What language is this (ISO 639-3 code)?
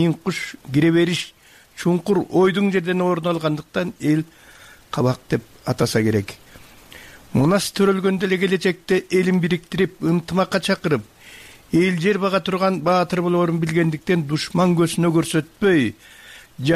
kir